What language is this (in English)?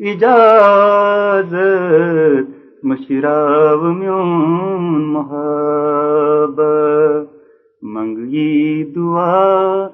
Kashmiri